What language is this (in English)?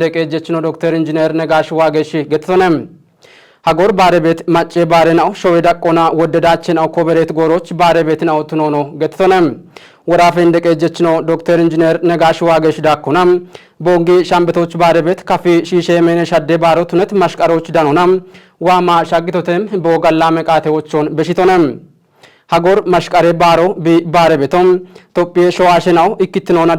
Kafa